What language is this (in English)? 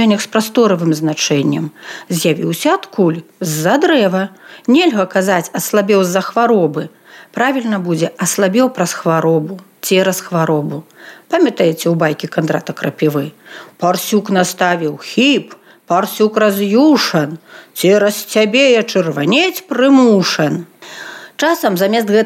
Belarusian